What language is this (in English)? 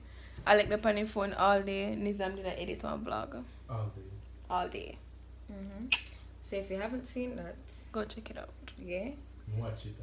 Jamaican Creole English